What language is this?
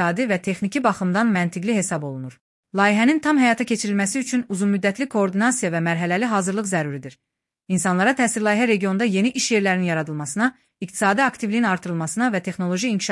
Azerbaijani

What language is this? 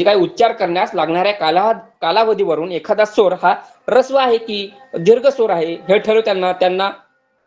Marathi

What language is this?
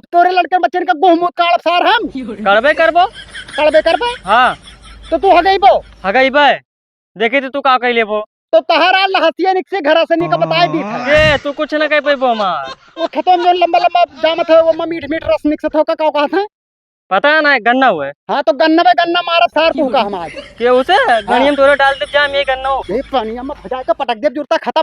Awadhi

